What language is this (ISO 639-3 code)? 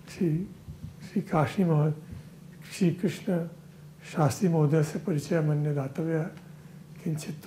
san